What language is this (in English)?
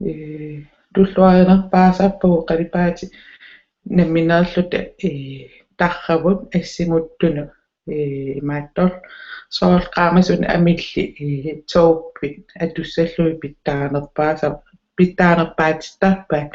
Kalaallisut